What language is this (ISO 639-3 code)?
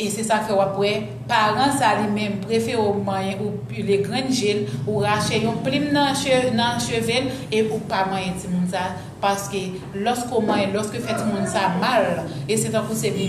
hat